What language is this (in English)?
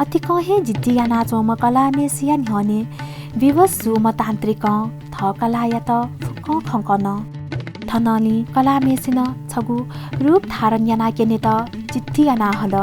Newari